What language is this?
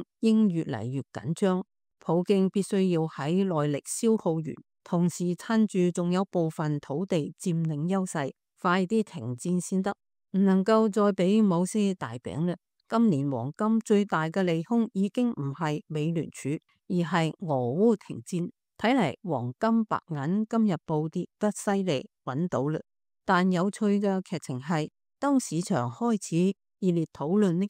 Cantonese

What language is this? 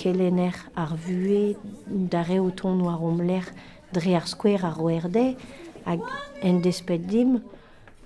Breton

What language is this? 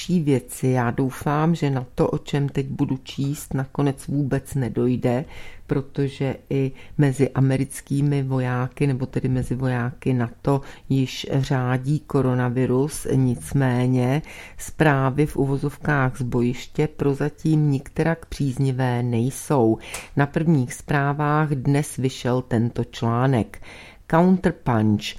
Czech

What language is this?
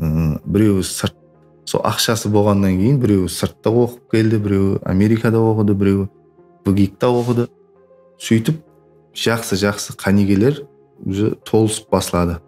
Kara-Kalpak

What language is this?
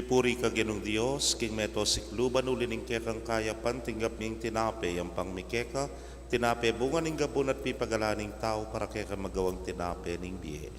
Pampanga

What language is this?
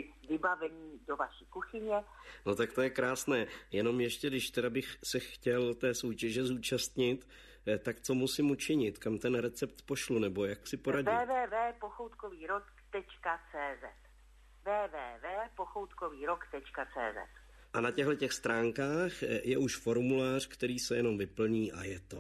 Czech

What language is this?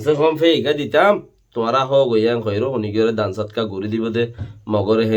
Rohingya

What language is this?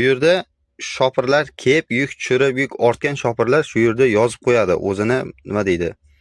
Uzbek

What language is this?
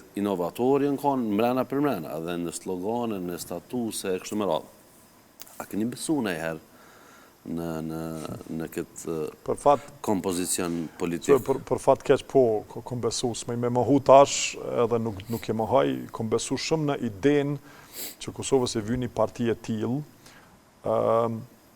Albanian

